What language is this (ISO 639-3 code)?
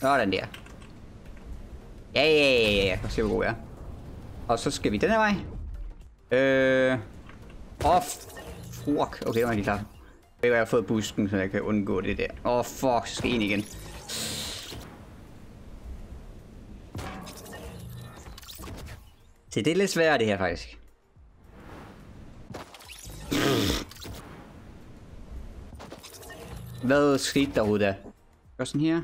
dan